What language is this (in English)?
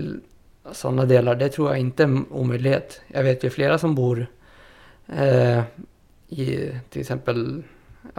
Swedish